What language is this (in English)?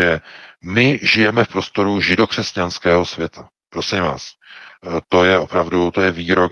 Czech